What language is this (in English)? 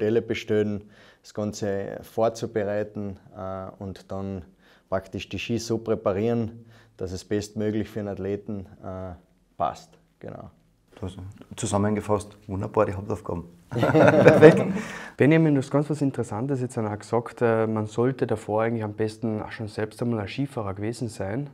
German